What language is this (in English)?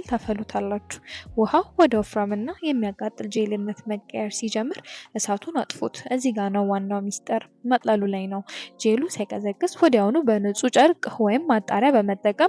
Amharic